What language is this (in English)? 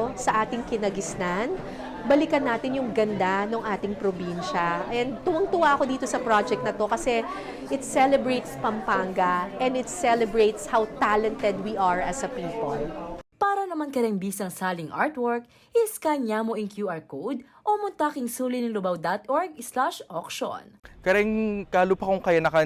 Pampanga